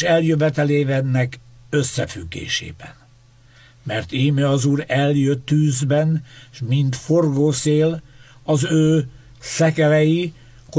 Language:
Hungarian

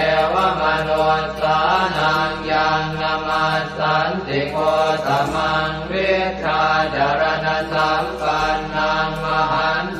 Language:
Pali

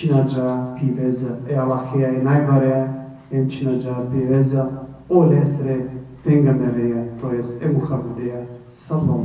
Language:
Balkan Romani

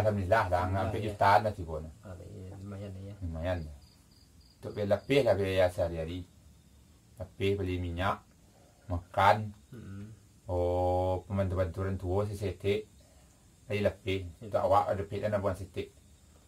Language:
Minangkabau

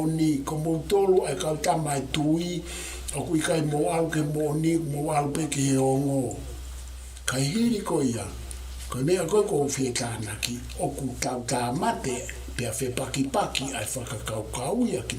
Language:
Tongan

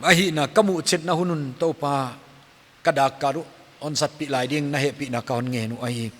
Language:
Paite Chin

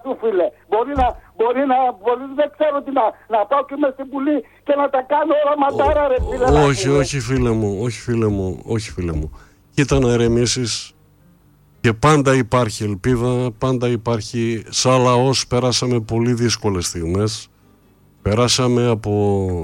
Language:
Greek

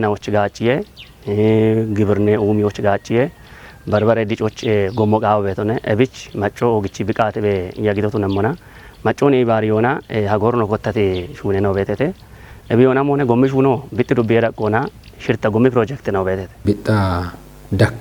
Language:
Kafa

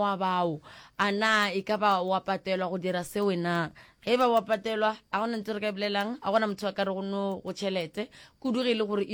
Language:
Northern Sotho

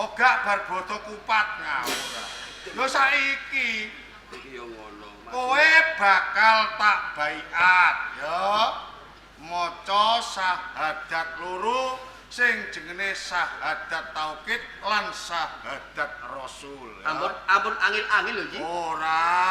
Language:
Javanese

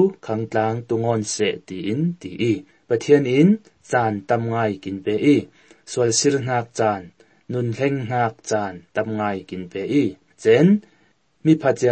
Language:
Hakha Chin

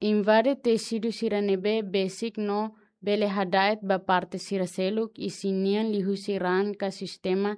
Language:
Tetum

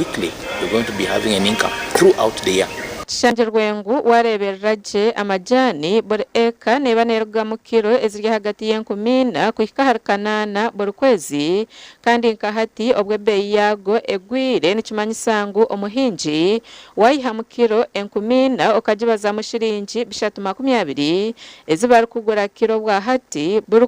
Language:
Nyankole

